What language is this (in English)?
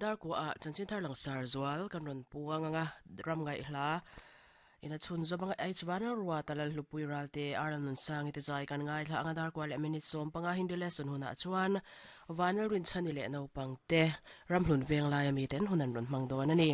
Mizo